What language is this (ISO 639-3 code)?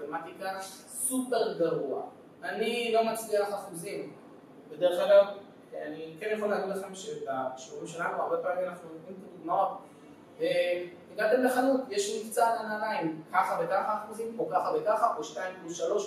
heb